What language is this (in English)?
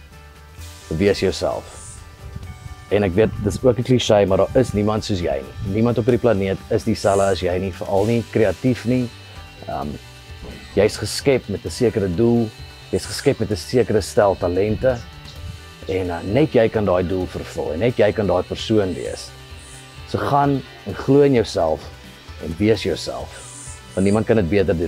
Afrikaans